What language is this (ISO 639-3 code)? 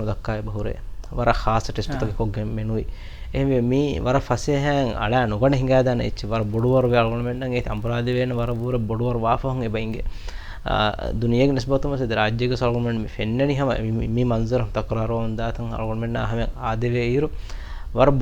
div